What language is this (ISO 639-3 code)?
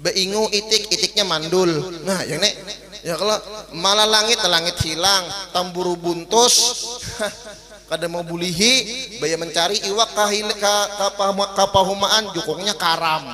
bjn